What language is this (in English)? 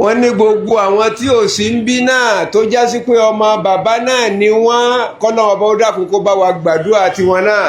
Yoruba